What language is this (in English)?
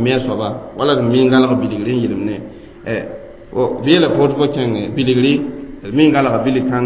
Mossi